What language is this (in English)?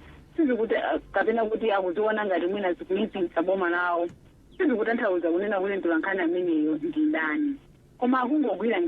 Nyanja